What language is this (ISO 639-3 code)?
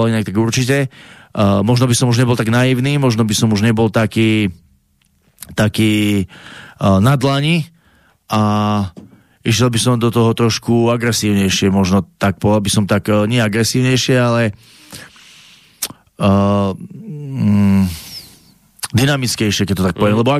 slk